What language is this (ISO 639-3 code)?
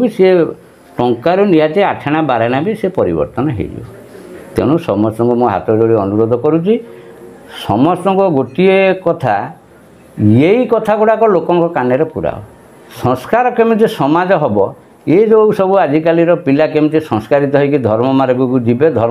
ori